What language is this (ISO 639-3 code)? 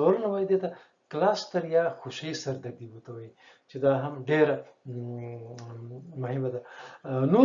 pus